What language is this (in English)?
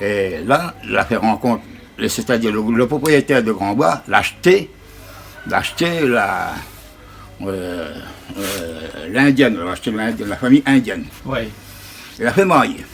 Réunion Creole French